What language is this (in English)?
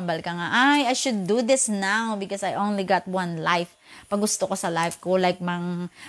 Hiligaynon